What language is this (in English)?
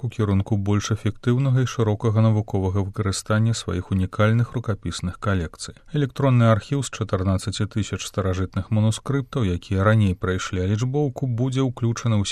Belarusian